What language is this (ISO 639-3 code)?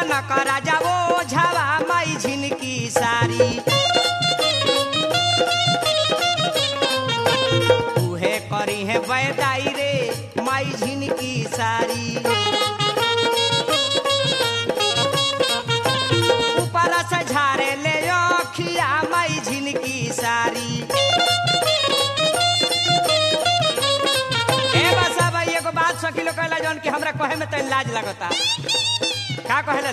bho